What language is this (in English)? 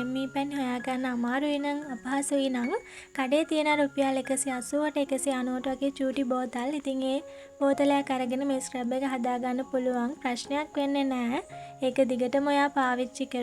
Sinhala